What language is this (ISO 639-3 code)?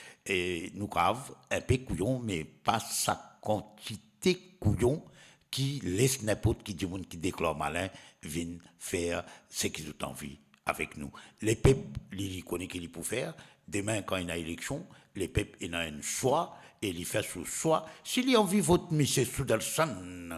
mfe